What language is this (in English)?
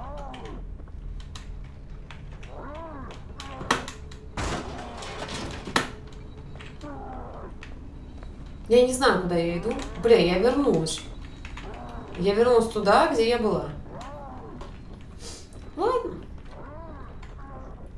Russian